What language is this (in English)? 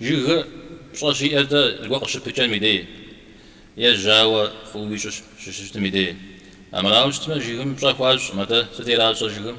Kabardian